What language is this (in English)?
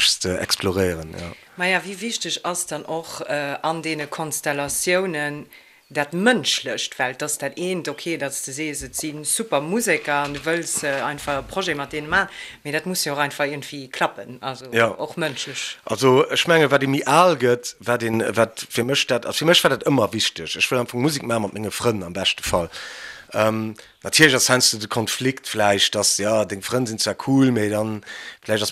Luxembourgish